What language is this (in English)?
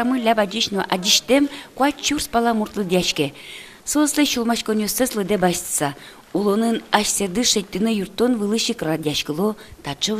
Udmurt